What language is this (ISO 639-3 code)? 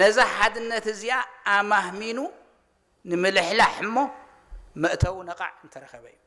tir